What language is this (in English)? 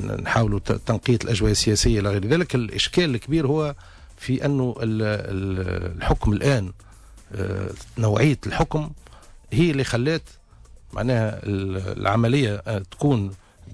Tunisian Arabic